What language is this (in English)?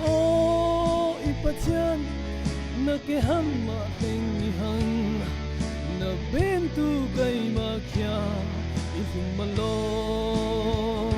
Falam Chin